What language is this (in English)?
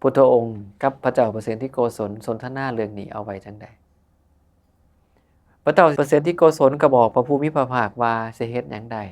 Northeastern Thai